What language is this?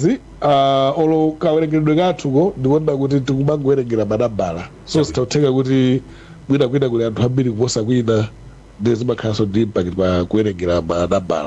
Nyanja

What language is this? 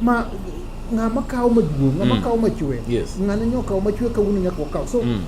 Luo (Kenya and Tanzania)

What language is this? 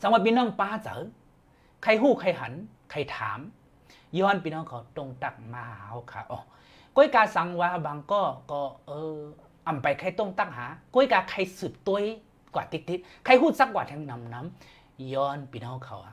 Shan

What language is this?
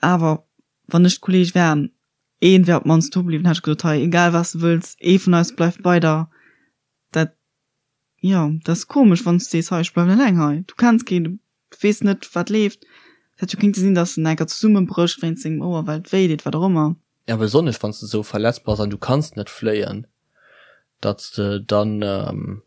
Luxembourgish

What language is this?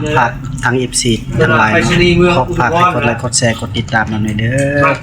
Northeastern Thai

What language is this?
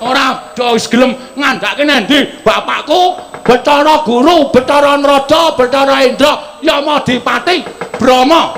Javanese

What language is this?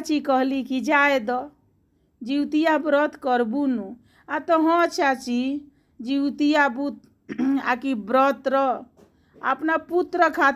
Bhojpuri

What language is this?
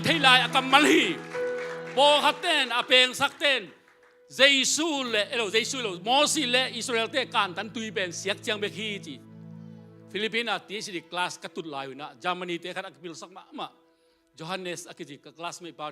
Tedim Chin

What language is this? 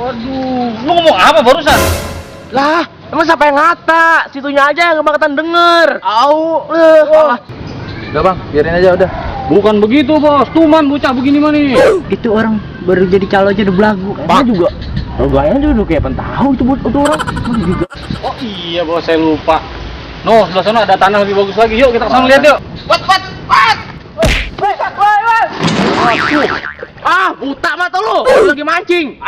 Betawi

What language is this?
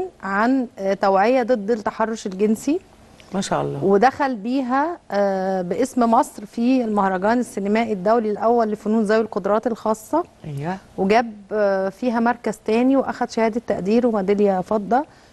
Egyptian Arabic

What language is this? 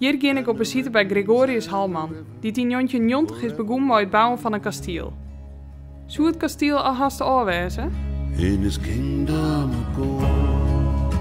Western Frisian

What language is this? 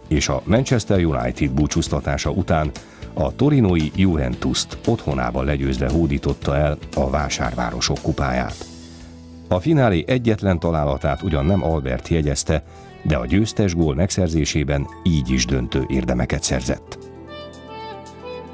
Hungarian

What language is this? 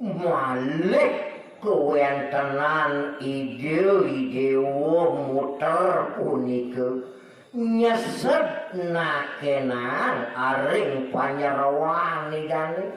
Balinese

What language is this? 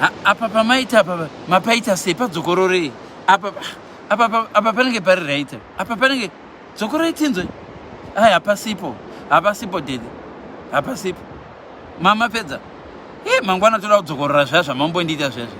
Shona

